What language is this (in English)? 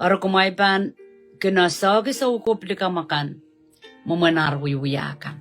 Pohnpeian